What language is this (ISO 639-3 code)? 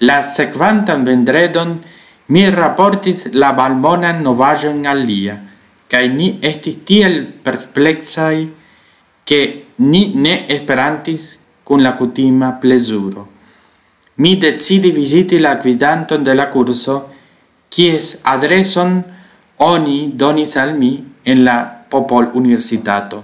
epo